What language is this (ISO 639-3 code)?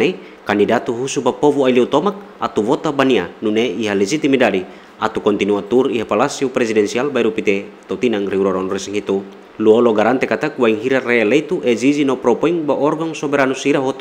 tet